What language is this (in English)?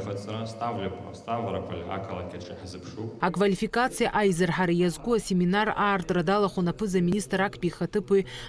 Abkhazian